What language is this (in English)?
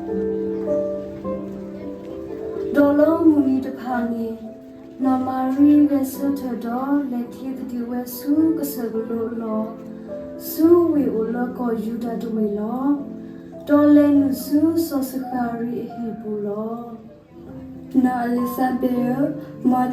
S'gaw Karen